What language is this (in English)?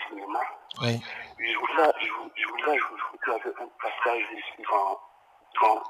French